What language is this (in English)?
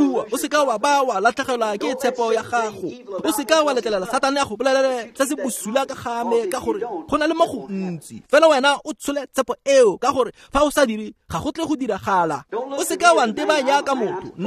Tswana